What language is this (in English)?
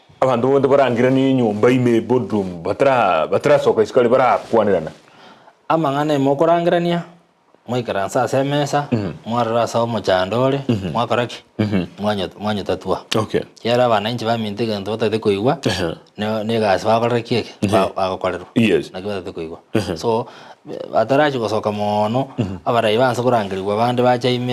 Gusii